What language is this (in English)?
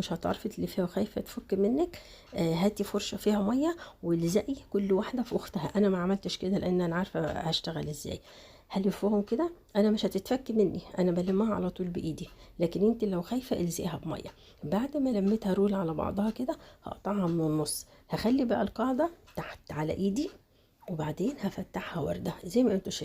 Egyptian Arabic